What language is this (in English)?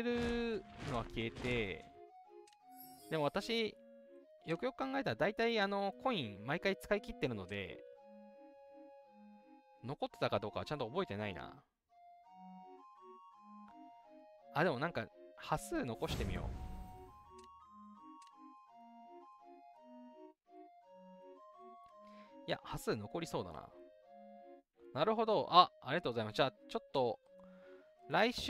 Japanese